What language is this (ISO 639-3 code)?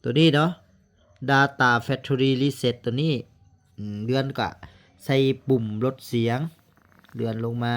lao